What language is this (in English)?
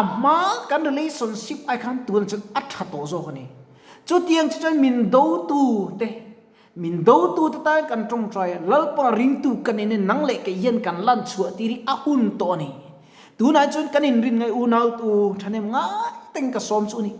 Mizo